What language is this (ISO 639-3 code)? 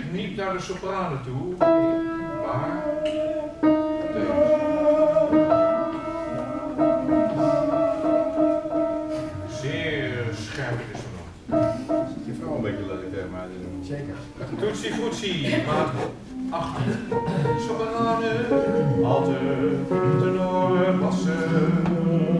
nld